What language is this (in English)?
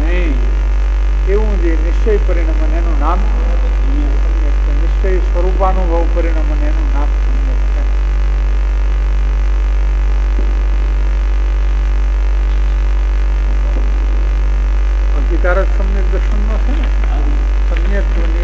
Gujarati